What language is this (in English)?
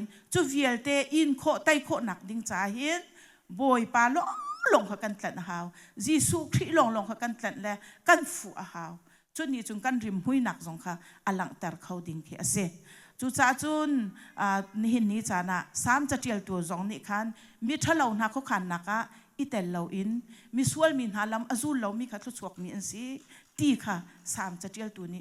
Hakha Chin